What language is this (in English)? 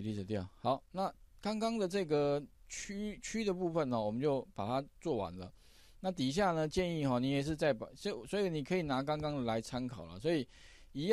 Chinese